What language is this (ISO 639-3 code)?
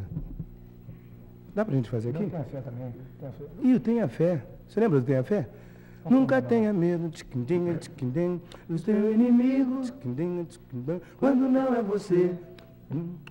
por